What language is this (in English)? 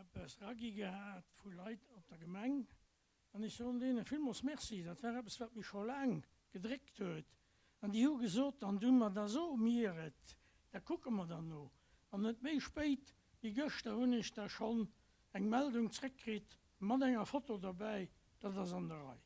Luxembourgish